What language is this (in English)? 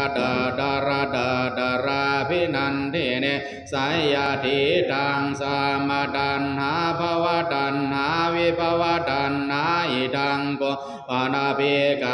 Pali